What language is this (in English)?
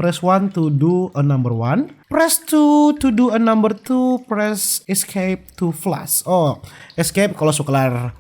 Manado Malay